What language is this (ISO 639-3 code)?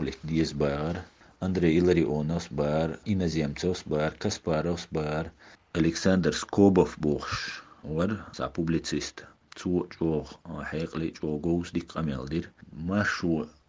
che